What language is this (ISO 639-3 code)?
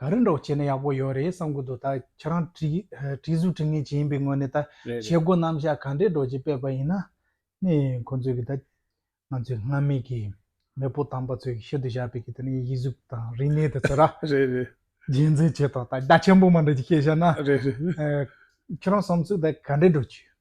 bod